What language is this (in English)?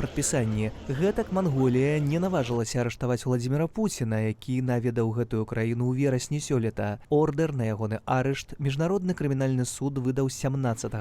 Belarusian